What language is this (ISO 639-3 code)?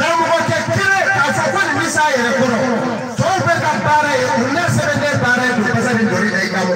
bam